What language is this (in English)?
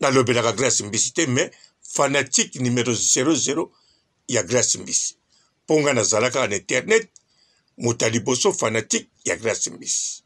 Lingala